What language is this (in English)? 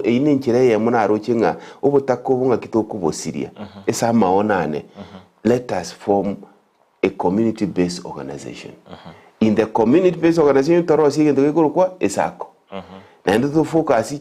Gusii